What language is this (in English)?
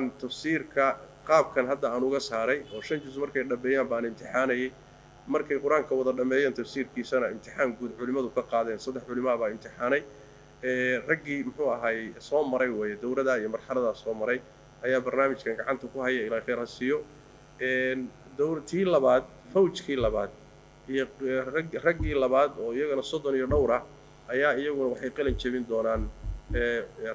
Somali